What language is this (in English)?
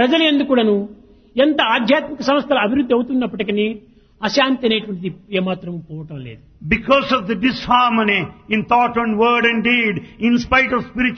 Telugu